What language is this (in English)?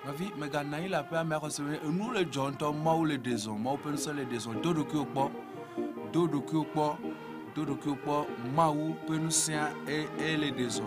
Ewe